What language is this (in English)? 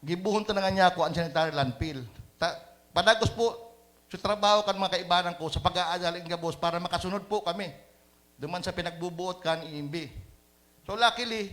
Bikol